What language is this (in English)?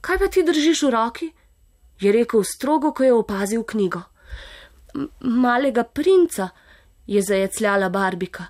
Slovenian